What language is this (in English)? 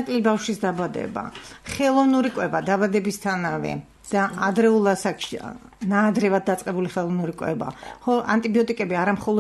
Georgian